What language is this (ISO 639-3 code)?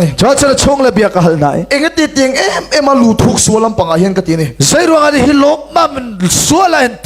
cnh